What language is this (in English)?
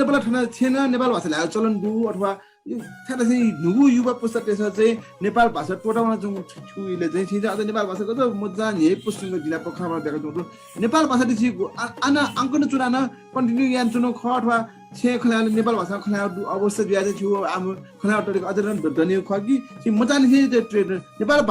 Newari